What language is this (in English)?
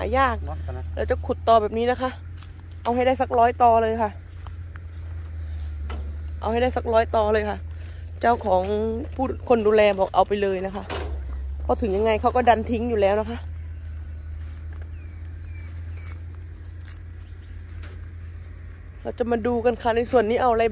Thai